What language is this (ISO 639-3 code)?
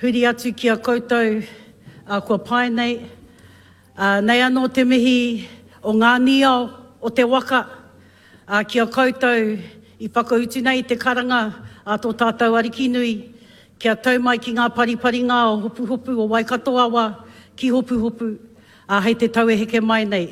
mri